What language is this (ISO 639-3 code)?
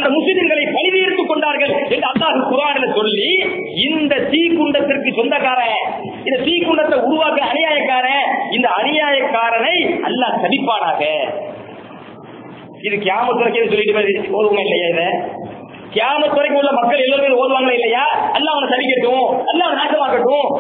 tam